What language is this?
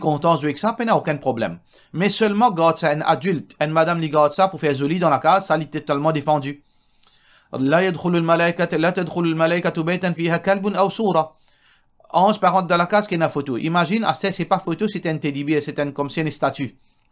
Morisyen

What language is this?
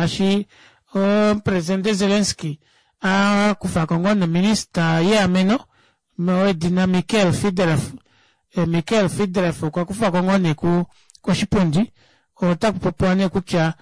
Kuanyama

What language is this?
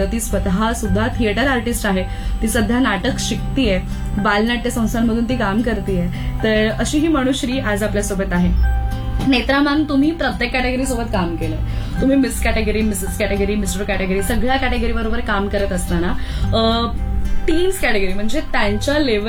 Marathi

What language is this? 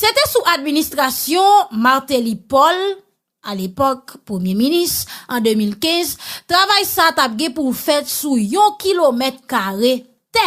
Haitian Creole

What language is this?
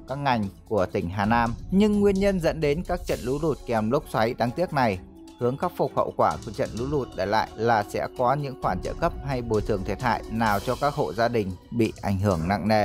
Vietnamese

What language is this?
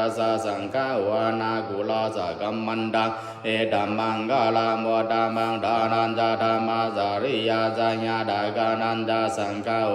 Pali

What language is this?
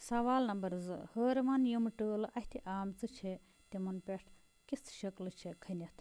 Kashmiri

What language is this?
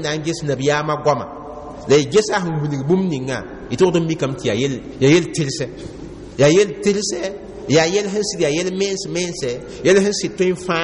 Mossi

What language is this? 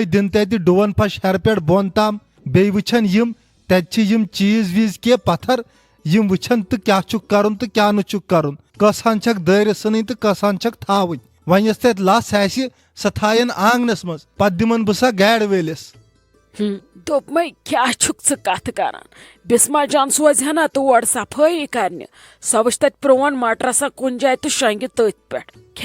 Kashmiri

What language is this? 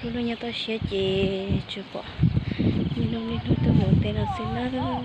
Hmong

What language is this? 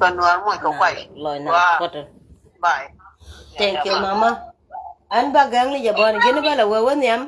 Nuer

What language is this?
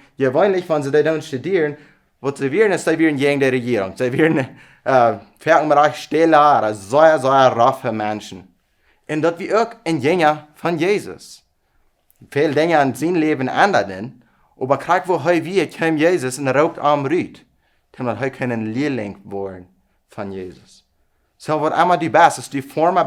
Plautdietsch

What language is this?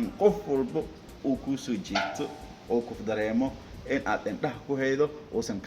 Somali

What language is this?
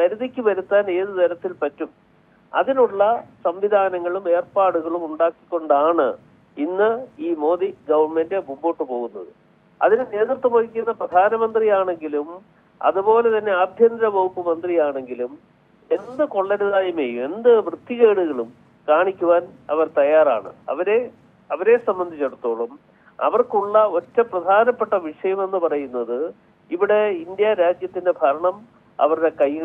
Malayalam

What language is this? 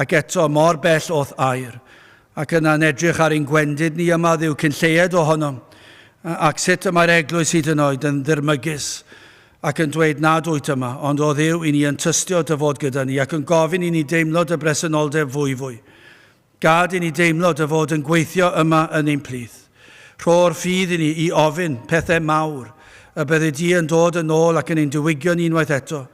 Welsh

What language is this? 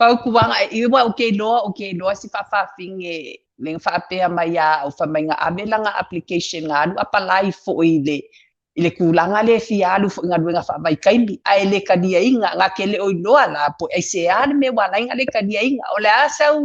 Samoan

